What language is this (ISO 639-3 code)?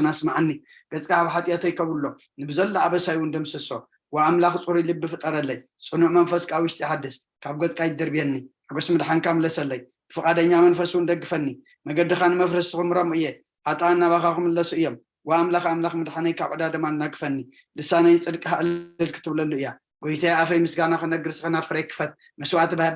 tir